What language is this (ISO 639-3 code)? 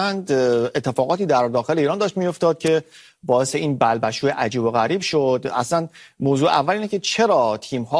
fas